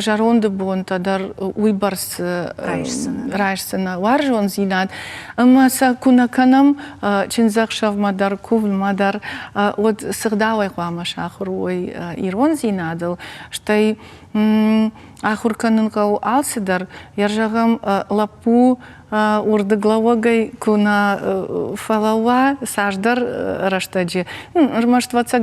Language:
Ossetic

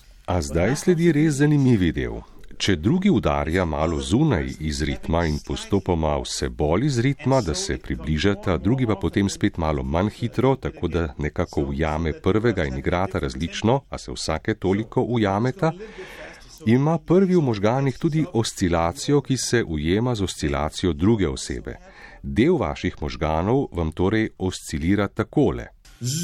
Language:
Slovenian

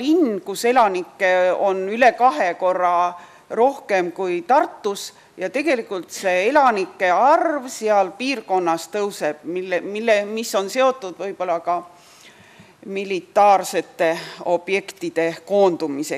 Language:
Estonian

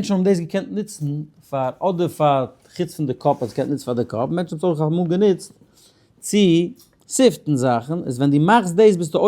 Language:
Yiddish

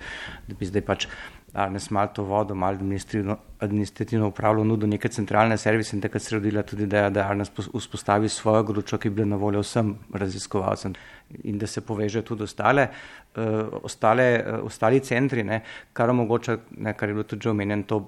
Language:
Slovenian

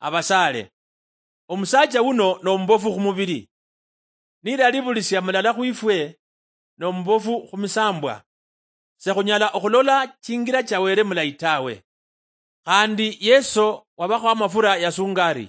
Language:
Luyia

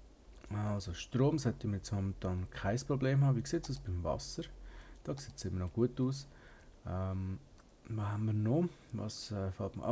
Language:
Swiss German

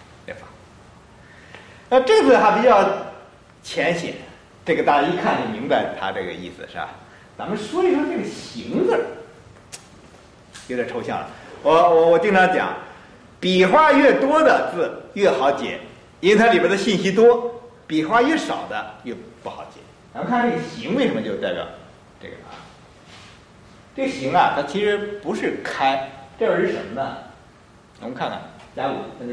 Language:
Chinese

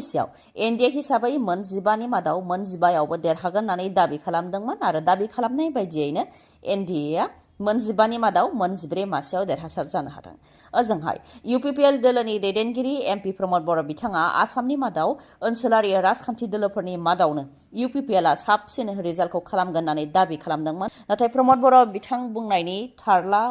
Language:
Bodo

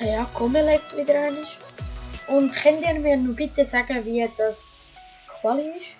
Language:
Swiss German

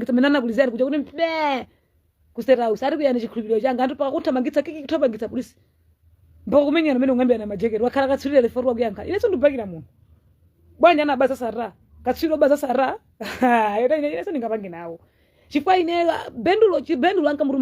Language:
Nyanja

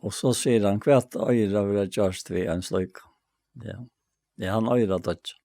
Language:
Faroese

